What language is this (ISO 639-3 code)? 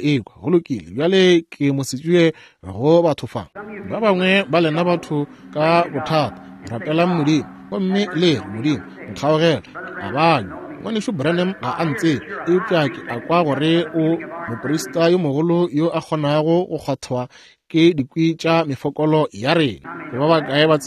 nso